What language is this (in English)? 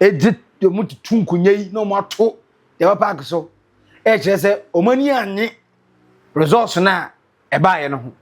Akan